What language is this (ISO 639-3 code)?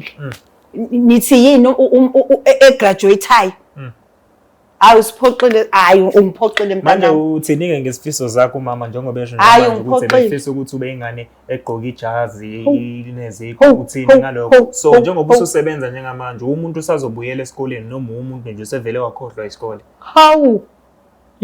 zul